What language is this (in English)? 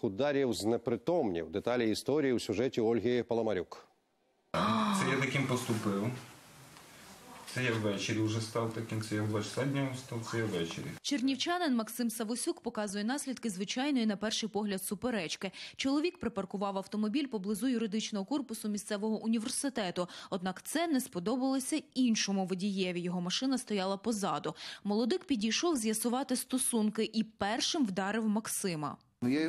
Ukrainian